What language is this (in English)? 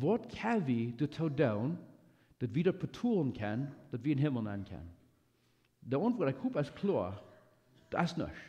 Plautdietsch